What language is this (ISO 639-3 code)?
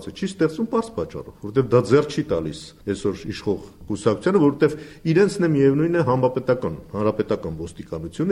hye